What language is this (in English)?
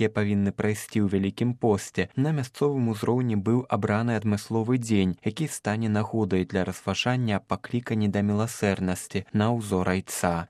Belarusian